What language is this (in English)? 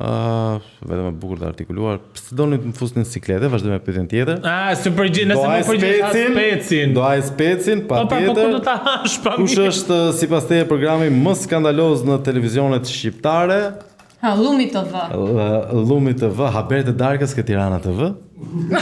Albanian